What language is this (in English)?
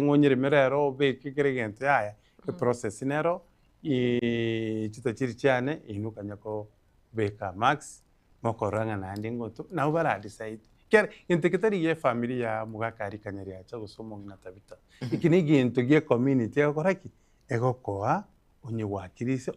Gusii